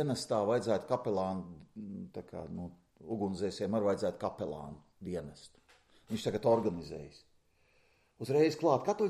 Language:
Latvian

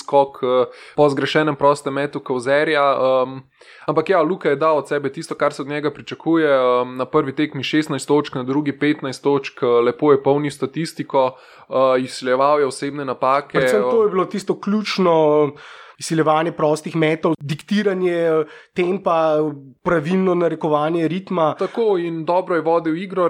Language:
Slovenian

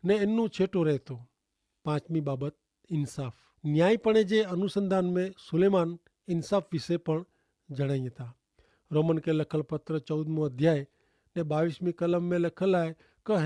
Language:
Kachhi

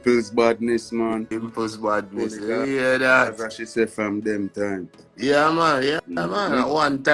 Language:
Jamaican Creole English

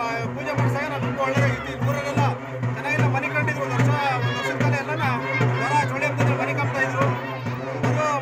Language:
Kannada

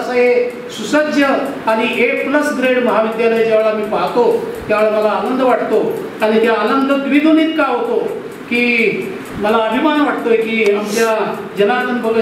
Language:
Marathi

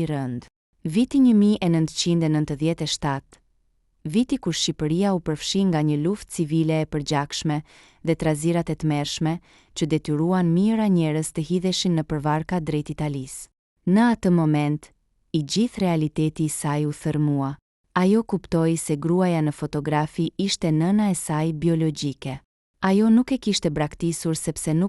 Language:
Albanian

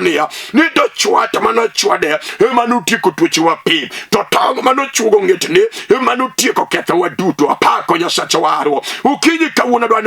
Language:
Luo (Kenya and Tanzania)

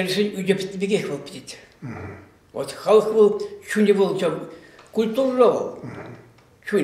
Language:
Chuvash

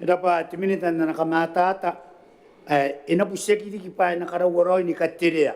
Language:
Gilbertese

